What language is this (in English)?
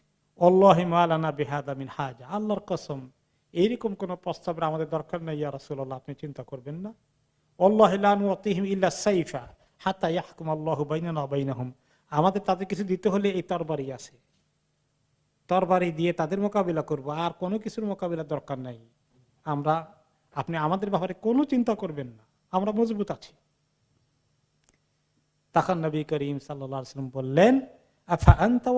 Bangla